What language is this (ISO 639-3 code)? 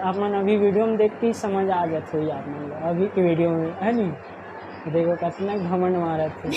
hne